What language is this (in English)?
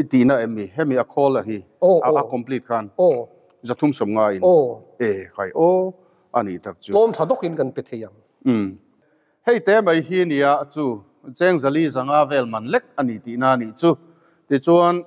Mizo